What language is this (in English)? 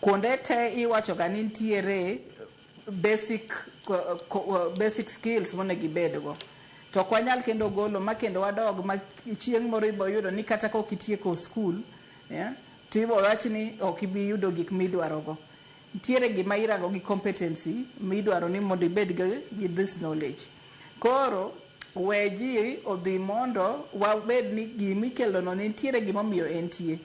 Luo (Kenya and Tanzania)